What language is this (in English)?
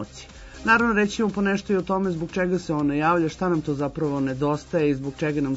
Serbian